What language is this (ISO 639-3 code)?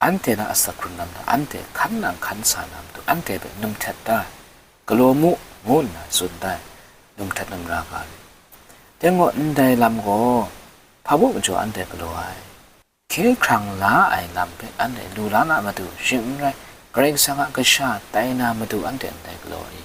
kac